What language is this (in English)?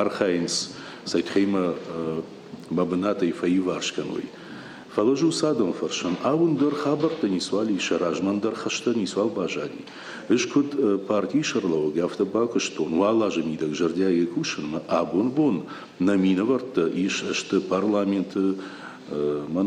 Ossetic